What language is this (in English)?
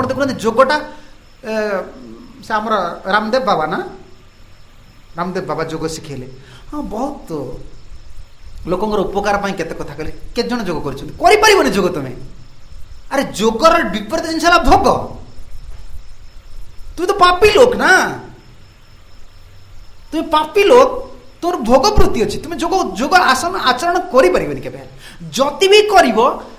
Odia